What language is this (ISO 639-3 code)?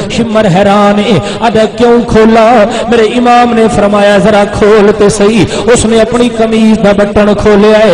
skr